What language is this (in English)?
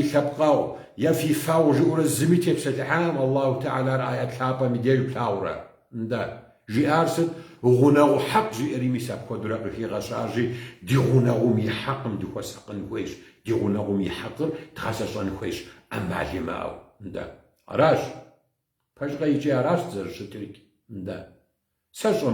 Kabardian